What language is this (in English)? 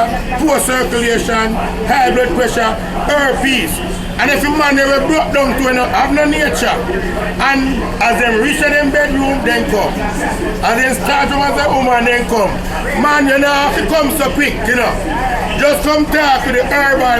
Jamaican Creole English